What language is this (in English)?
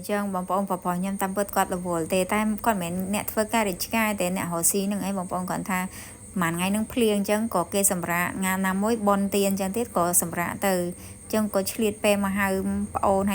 Khmer